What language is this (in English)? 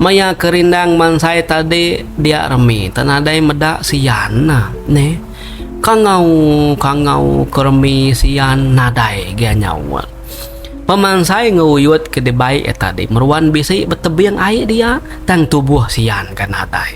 Iban